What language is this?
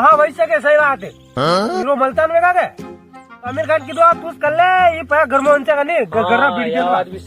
Rajasthani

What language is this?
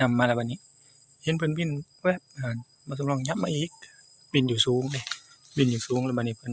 Northeastern Thai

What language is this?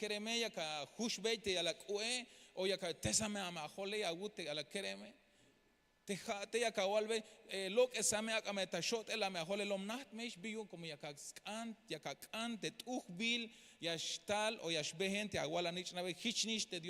Tzeltal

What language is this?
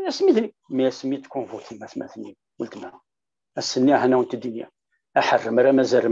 Kabyle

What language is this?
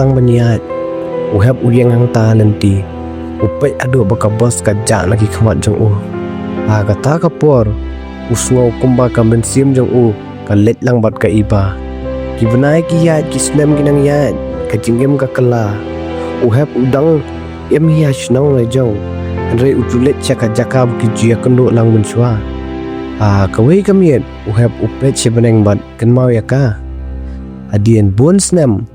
Khasi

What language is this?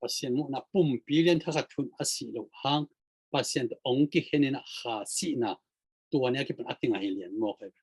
Tedim Chin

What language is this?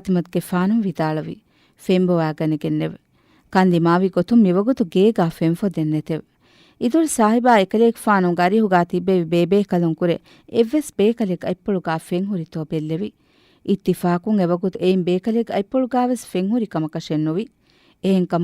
Divehi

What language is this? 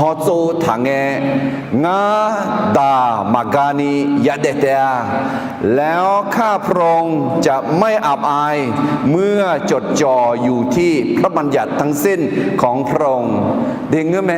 Akha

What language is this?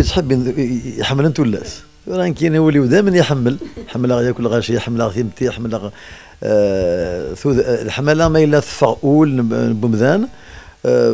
Kabyle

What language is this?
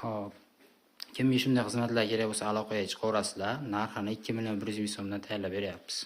Uzbek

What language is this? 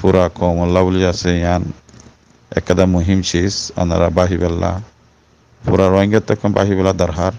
Rohingya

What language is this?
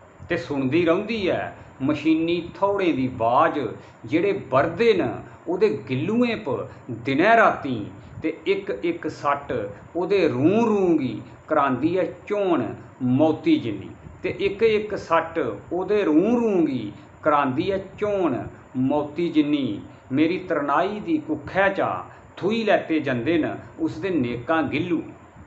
Dogri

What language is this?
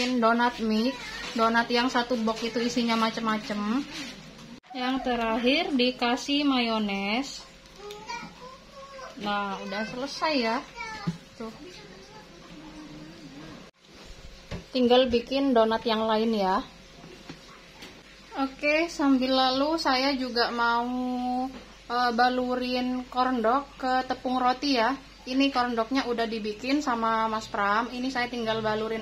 Indonesian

